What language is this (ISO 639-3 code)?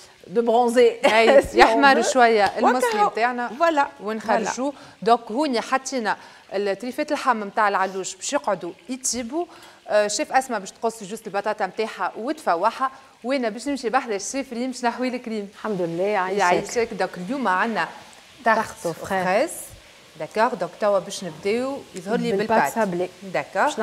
aeb